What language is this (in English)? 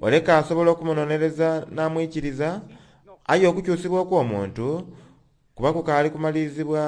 Soga